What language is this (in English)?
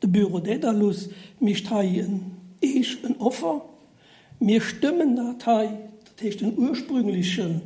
Luxembourgish